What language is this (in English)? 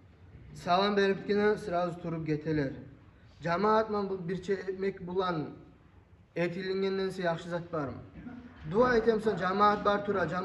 Kumyk